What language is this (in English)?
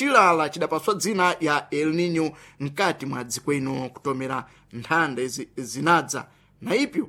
Sena